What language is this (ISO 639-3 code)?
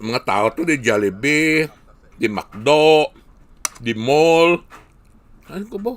hil